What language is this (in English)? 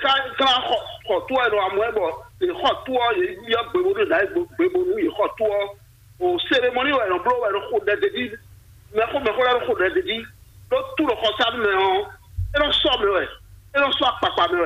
Fon